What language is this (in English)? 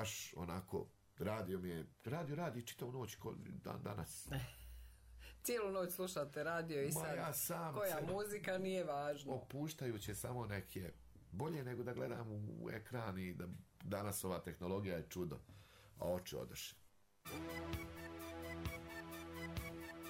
Bosnian